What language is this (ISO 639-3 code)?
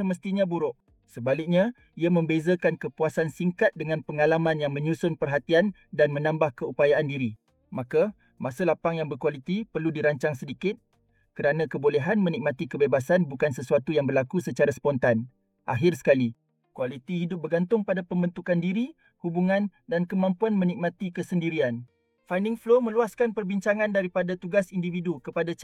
msa